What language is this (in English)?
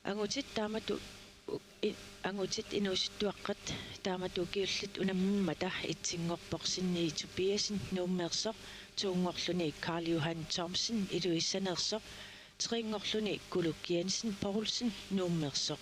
Kalaallisut